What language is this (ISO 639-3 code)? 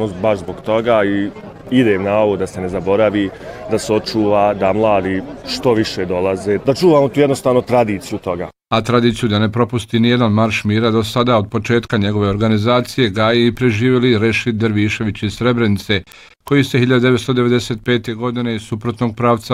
bos